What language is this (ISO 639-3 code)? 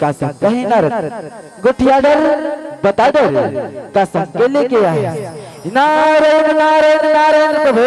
hne